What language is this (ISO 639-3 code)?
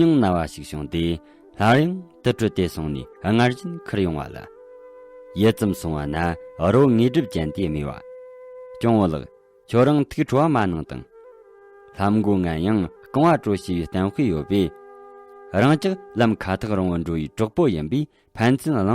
bod